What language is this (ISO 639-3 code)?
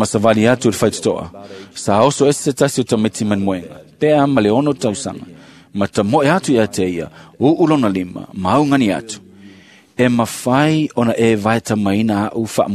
smo